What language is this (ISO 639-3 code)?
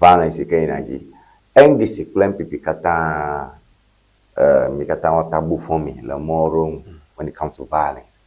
ewe